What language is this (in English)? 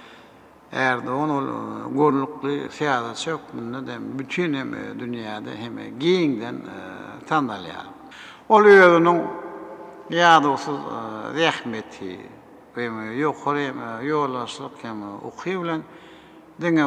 Turkmen